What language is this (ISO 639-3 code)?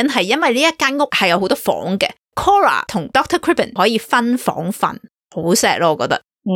yue